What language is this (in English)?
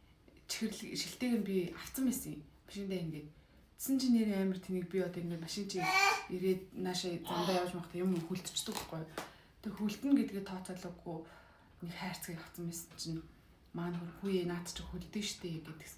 Mongolian